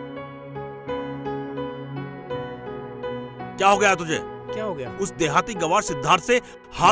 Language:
Hindi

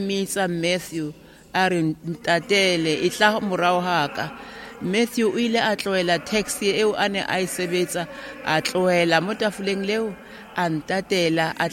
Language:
Tswana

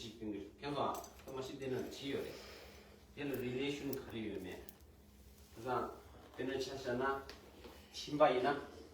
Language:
Tibetan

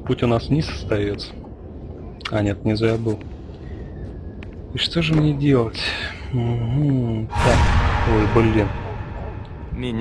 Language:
Russian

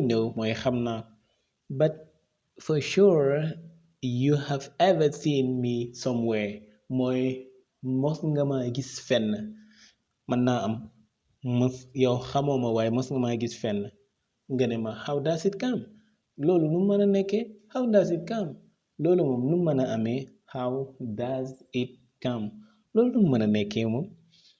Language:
Wolof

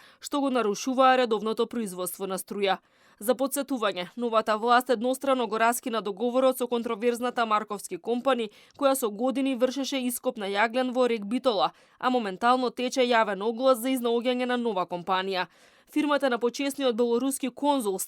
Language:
Macedonian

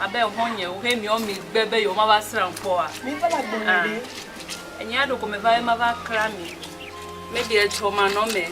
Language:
Ewe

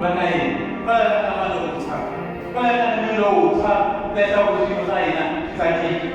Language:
Tsonga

